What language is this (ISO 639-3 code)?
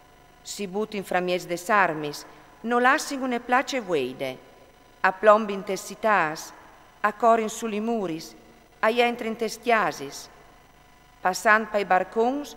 fur